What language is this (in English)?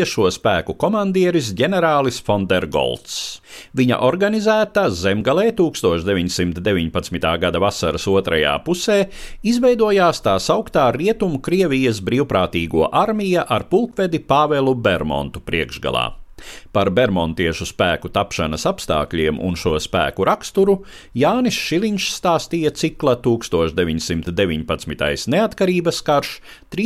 Latvian